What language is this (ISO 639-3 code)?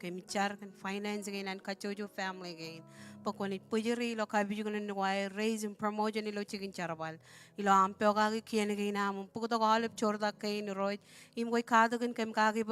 mah